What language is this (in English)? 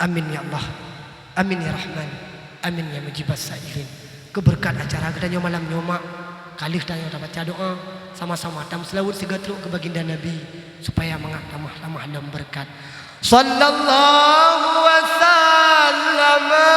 Achinese